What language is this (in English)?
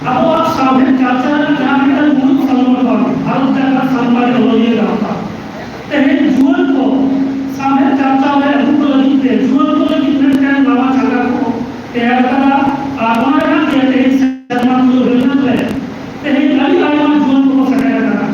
Santali